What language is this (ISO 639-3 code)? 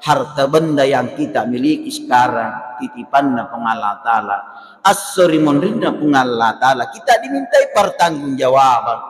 bug